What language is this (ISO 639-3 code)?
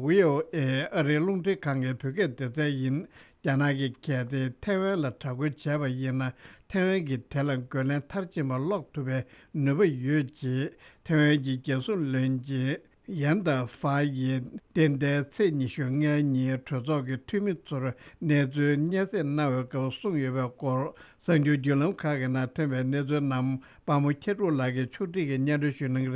bod